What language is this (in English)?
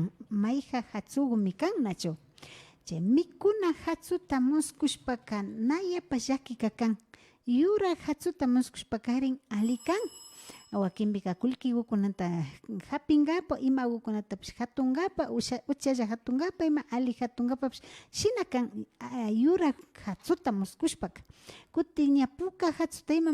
Imbabura Highland Quichua